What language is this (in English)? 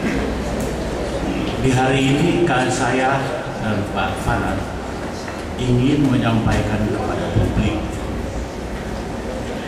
Indonesian